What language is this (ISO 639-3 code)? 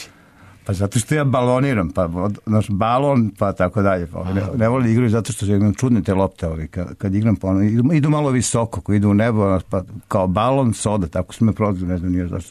srp